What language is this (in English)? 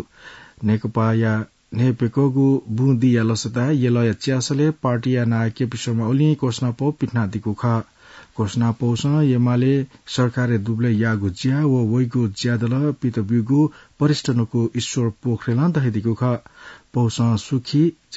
Newari